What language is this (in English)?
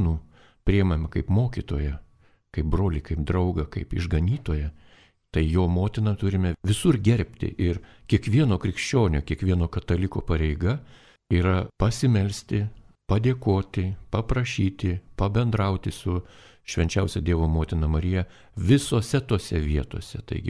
Lithuanian